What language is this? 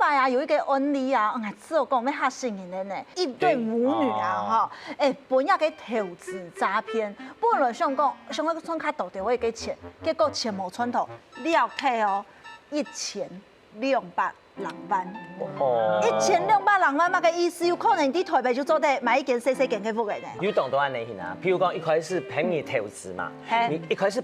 Hakka Chinese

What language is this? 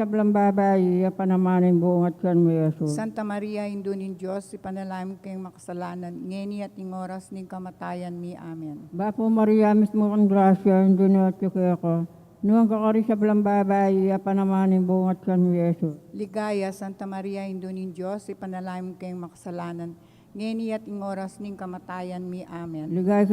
Pampanga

